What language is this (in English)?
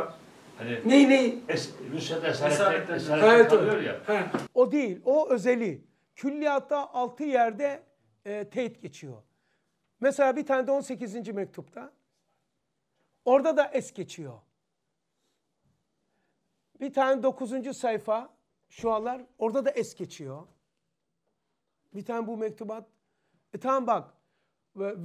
Turkish